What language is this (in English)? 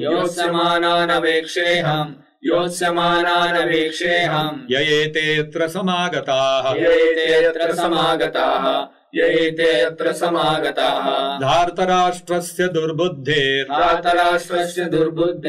Sanskrit